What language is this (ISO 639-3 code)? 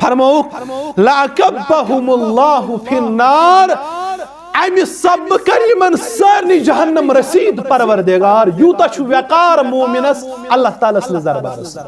kas